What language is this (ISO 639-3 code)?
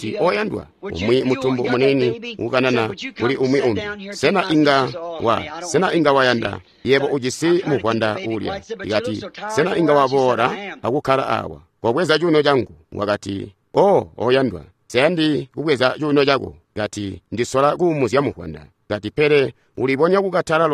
toi